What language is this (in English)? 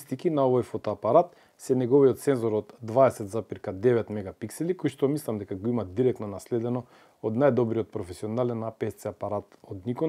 Macedonian